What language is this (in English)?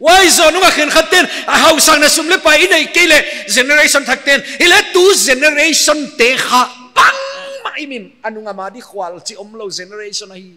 Paite Chin